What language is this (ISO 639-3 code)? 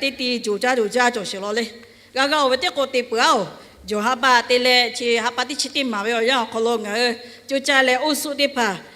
lhu